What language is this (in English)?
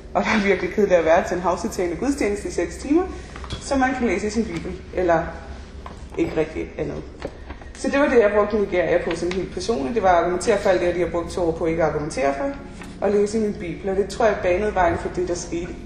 Danish